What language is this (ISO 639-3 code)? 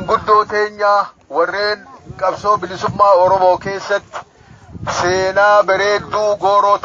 orm